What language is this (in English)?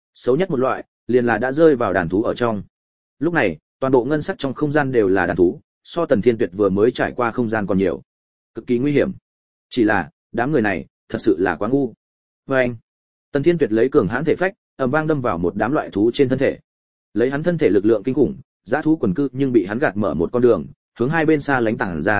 Vietnamese